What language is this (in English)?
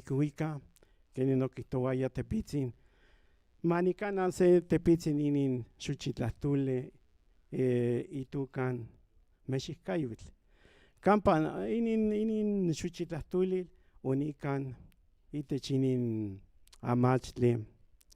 Central Nahuatl